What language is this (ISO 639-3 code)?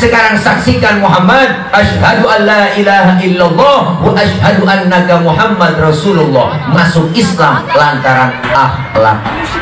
bew